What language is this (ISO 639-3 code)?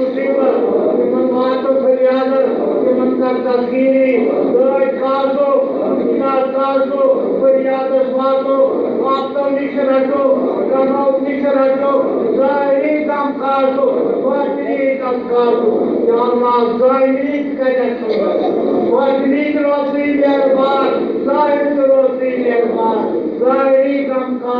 kas